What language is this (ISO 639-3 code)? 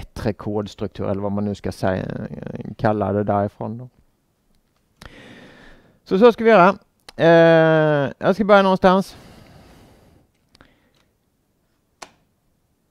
swe